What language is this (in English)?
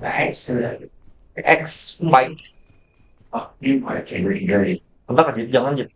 Banjar